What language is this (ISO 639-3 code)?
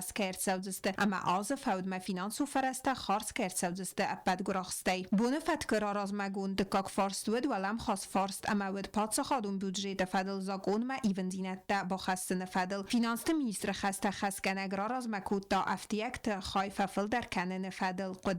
oss